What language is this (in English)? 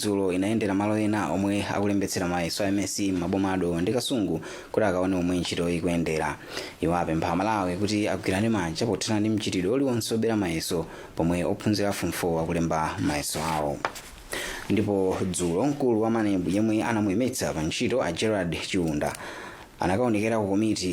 Nyanja